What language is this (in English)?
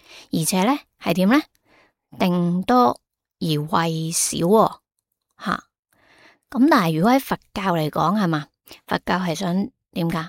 Cantonese